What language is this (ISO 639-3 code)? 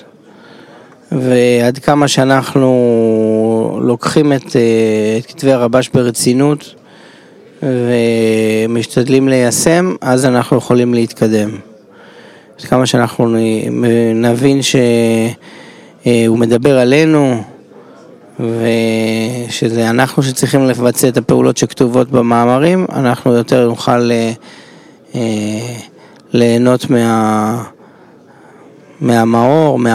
heb